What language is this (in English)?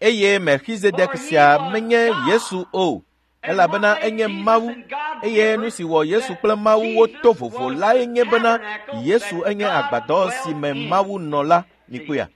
Ewe